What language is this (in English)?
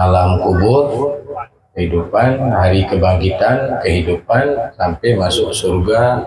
Achinese